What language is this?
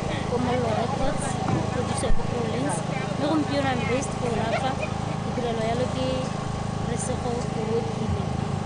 Tswana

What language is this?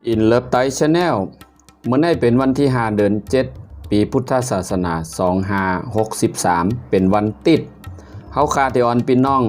Shan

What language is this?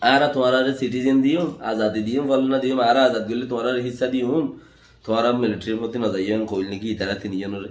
Rohingya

